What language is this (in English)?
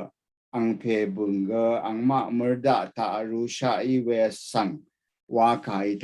Rawang